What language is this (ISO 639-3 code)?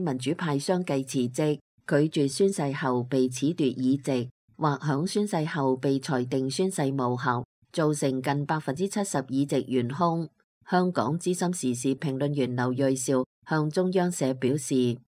yue